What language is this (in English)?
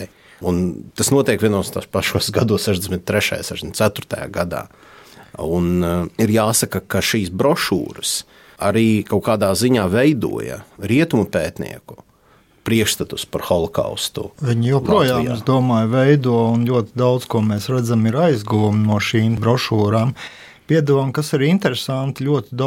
Latvian